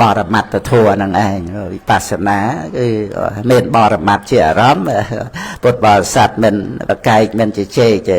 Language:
Khmer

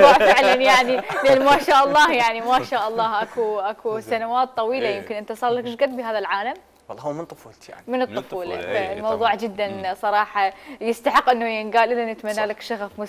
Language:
Mesopotamian Arabic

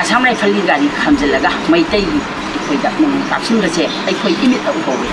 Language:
Manipuri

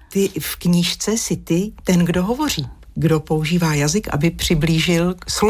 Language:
Czech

